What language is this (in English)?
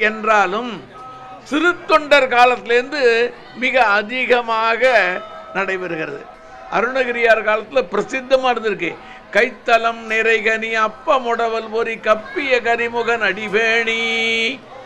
Tamil